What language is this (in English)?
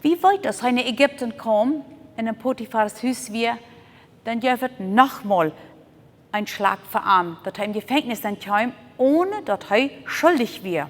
Plautdietsch